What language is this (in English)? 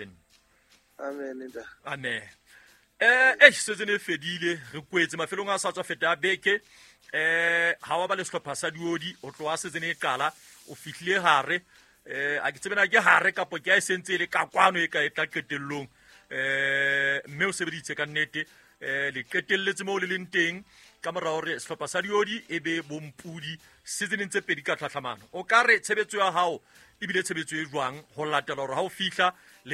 Southern Sotho